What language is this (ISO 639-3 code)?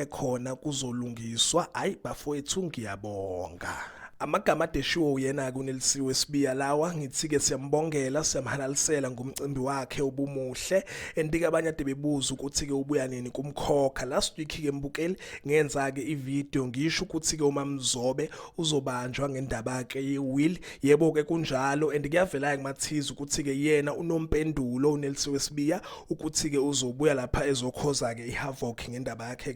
zul